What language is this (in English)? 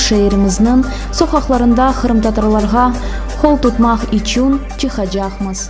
Crimean Tatar